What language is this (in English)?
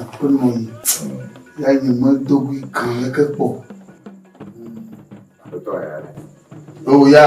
Ewe